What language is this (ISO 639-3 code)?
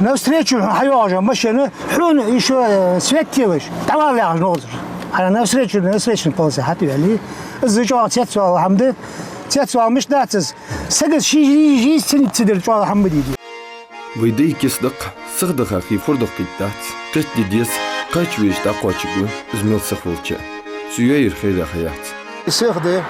inh